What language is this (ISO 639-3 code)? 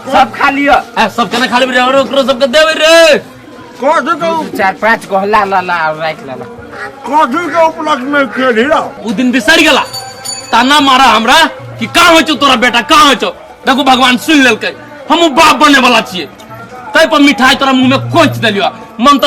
mai